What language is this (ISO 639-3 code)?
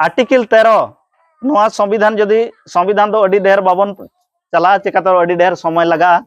sat